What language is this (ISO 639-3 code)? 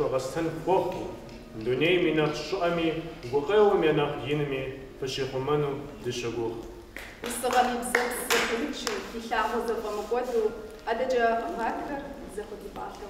kbd